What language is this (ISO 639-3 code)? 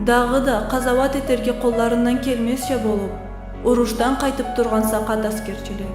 krc